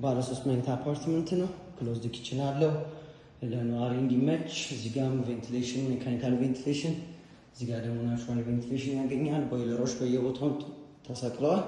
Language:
Amharic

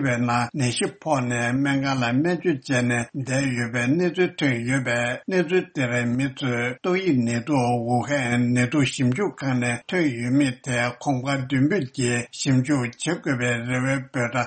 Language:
Tibetan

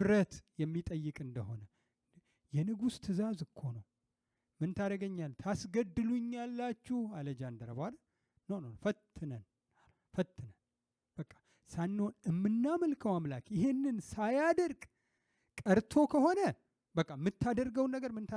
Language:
Amharic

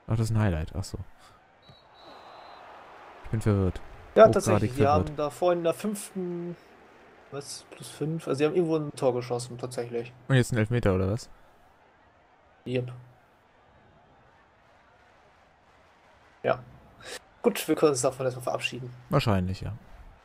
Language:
German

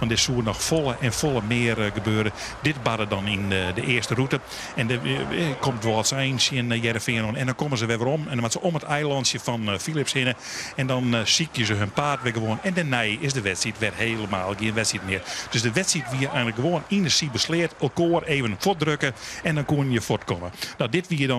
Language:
Western Frisian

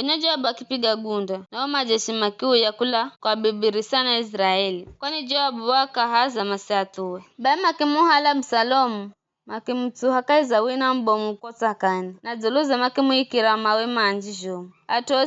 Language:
Giryama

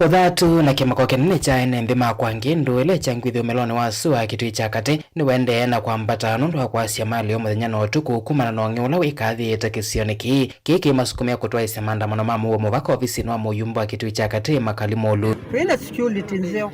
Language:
Kamba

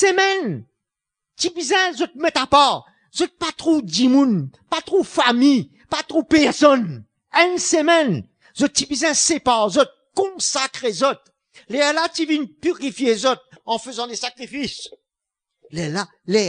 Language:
Morisyen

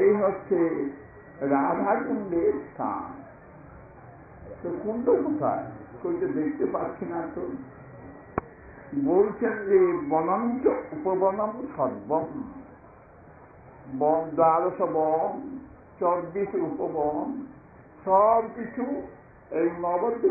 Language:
Bangla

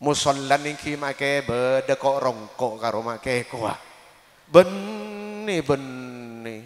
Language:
Madurese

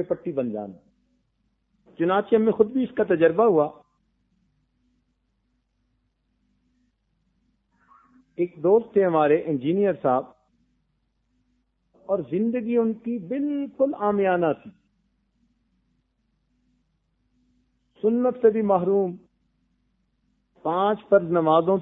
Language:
Urdu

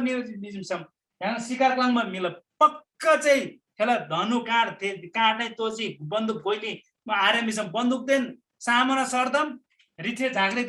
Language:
Eastern Tamang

